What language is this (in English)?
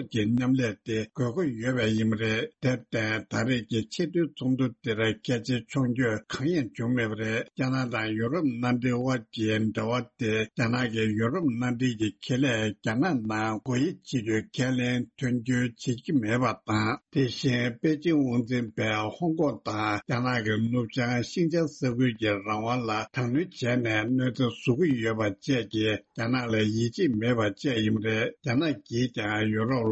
Tibetan